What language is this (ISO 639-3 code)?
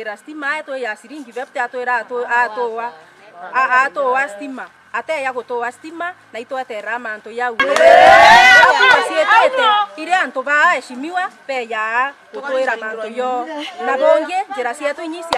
mer